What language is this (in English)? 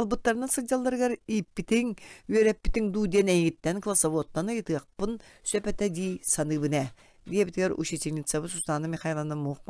Yakut